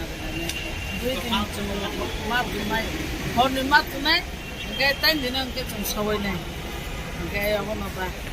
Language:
Kok Borok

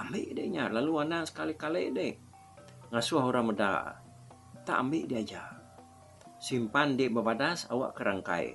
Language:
Iban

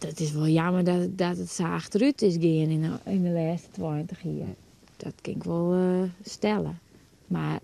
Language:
Western Frisian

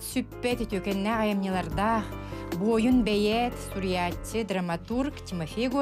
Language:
Yakut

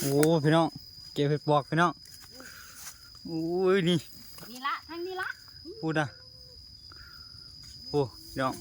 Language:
Lao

